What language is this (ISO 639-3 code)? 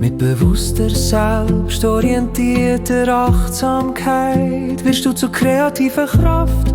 gsw